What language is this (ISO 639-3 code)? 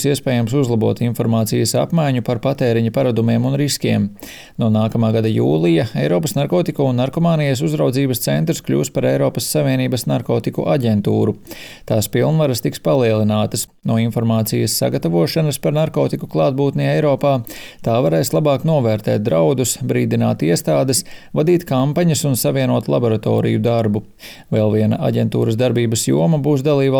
lav